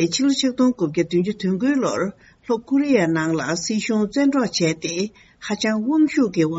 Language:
Tibetan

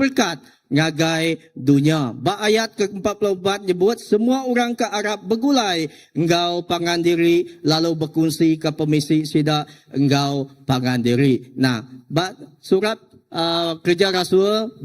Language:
Iban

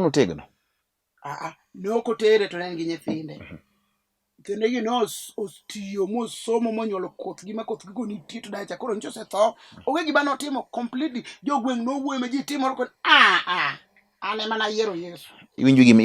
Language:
Luo (Kenya and Tanzania)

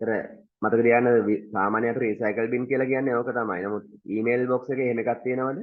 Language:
Sinhala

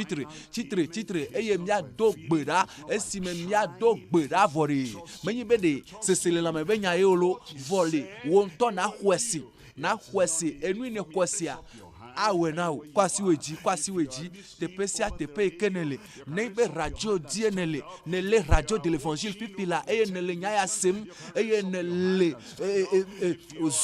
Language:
Ewe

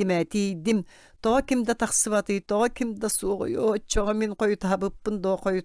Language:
Yakut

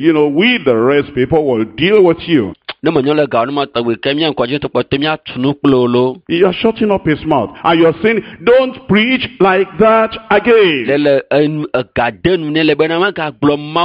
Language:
Ewe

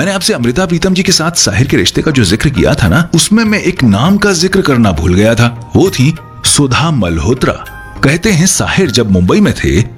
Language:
Hindi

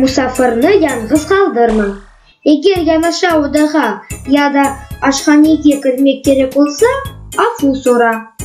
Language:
Crimean Tatar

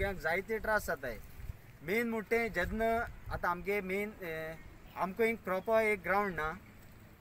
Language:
Konkani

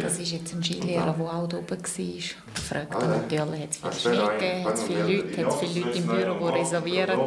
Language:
Swiss German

